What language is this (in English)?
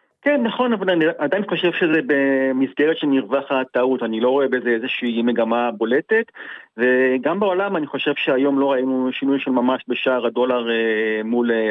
Hebrew